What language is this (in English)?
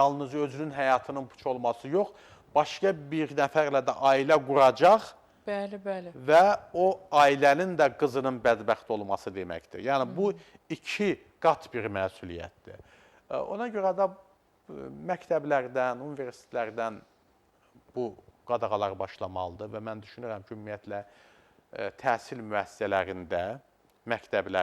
Azerbaijani